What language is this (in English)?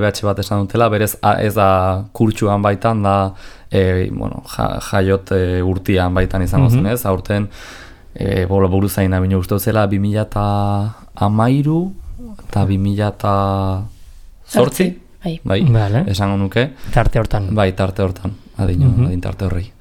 Basque